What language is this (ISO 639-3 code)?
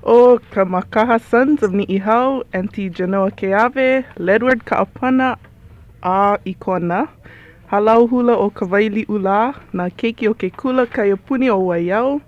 haw